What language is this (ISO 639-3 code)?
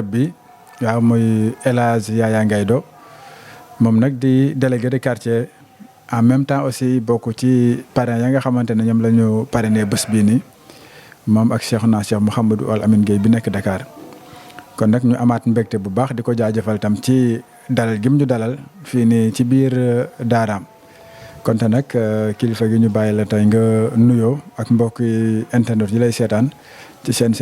wol